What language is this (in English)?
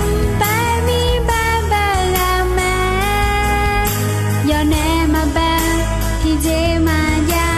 Akha